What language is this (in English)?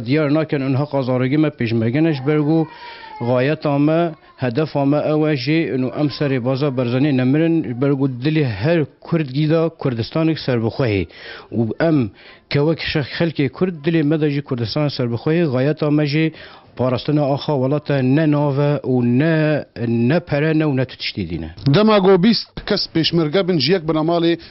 Kurdish